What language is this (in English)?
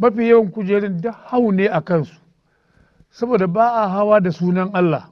Hausa